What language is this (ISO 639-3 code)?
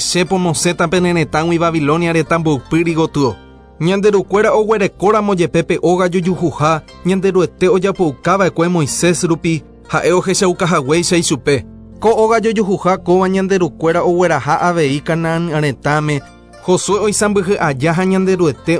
grn